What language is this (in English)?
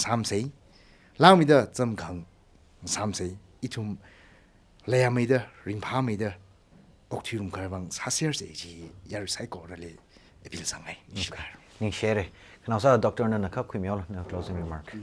Tangkhul Naga (India)